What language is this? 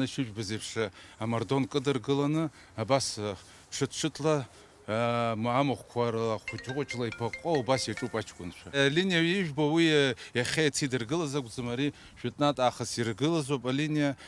Abkhazian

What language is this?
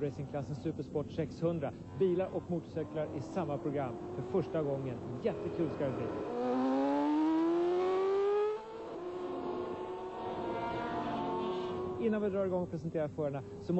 Swedish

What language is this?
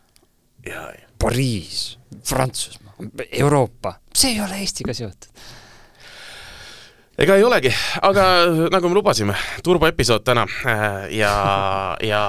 Estonian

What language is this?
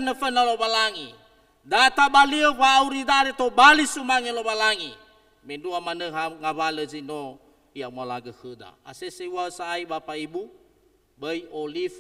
Nias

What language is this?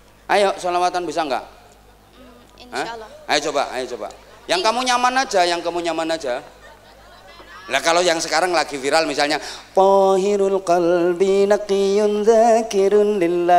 Indonesian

